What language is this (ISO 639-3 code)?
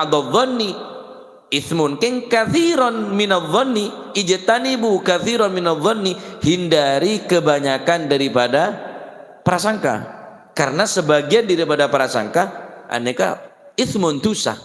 mad